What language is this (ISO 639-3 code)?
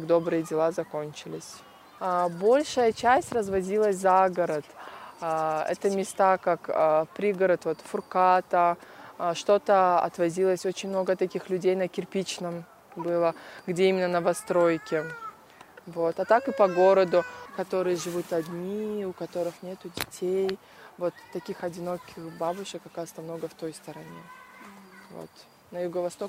rus